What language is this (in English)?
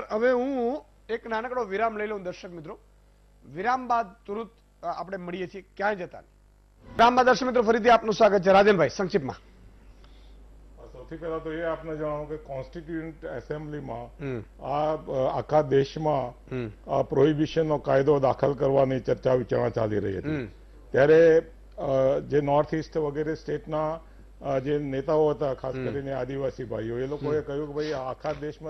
Gujarati